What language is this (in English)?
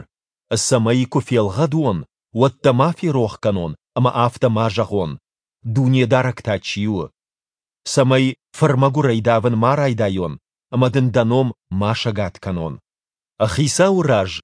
Ossetic